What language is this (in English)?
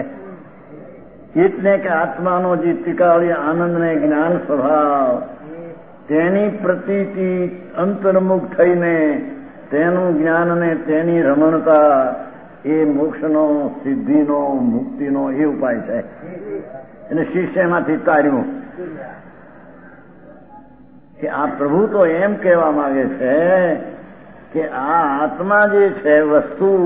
Gujarati